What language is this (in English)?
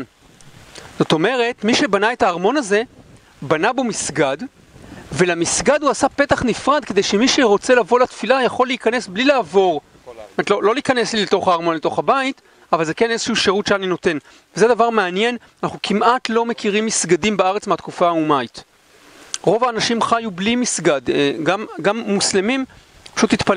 Hebrew